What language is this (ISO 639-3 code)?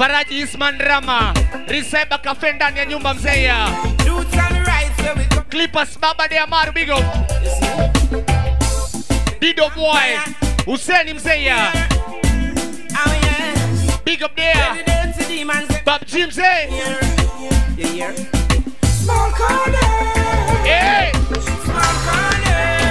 swa